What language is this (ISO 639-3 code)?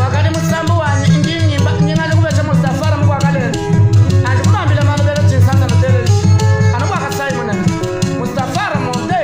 lua